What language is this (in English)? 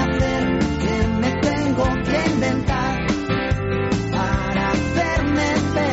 Basque